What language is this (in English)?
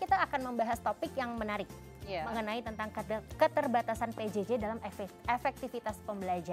Indonesian